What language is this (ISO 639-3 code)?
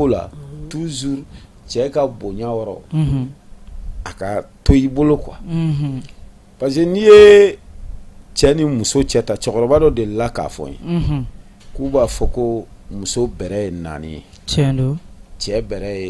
bam